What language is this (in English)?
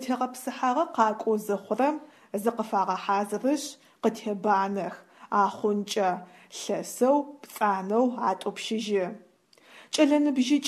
Adyghe